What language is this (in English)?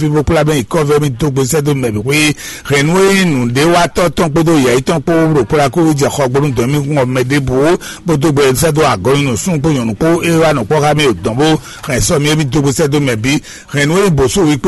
Fon